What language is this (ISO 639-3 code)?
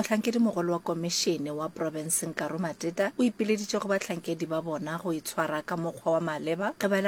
nso